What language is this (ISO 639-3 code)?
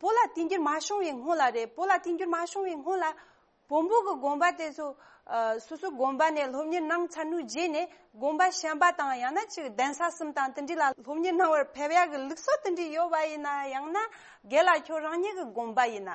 bod